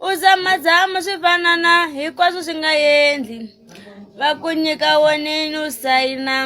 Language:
Tsonga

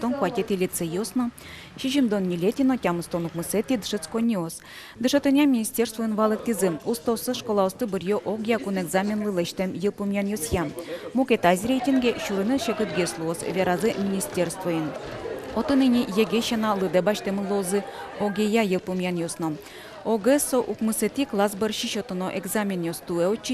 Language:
Udmurt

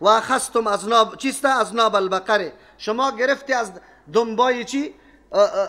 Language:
Persian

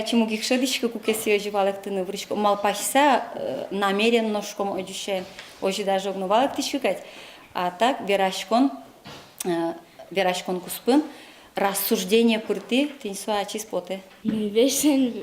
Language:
Udmurt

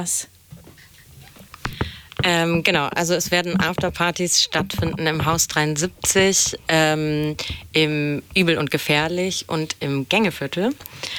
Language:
German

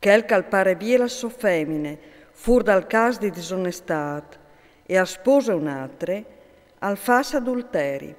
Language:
Friulian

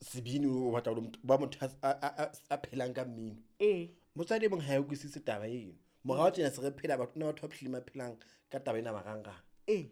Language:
Southern Sotho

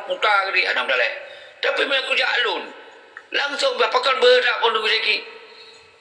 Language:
Achinese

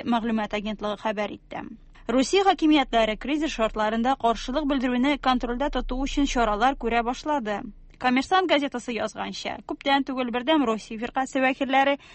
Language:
Tatar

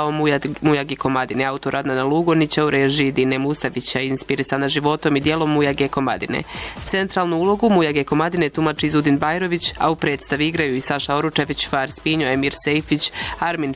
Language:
Bosnian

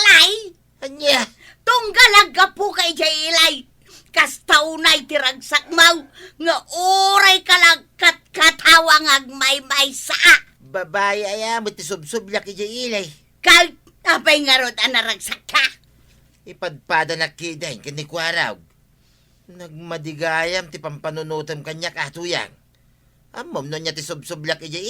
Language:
Iloko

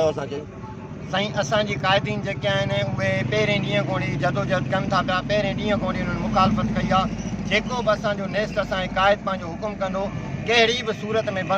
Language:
Sindhi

